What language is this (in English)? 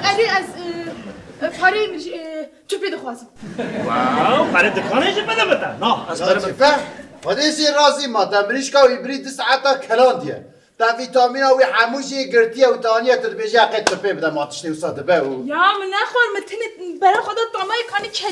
Kurdish